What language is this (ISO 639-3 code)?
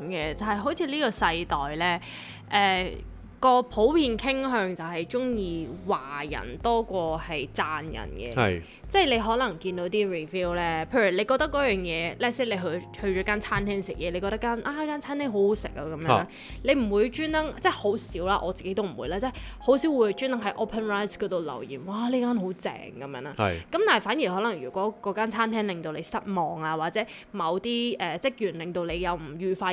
yue